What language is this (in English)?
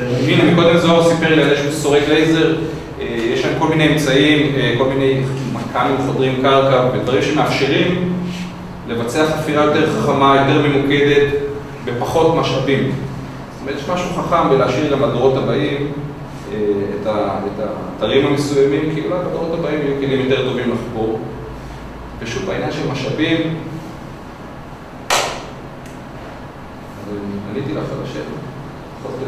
Hebrew